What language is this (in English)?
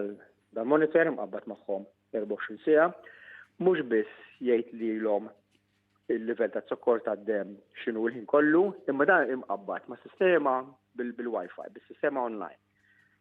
Maltese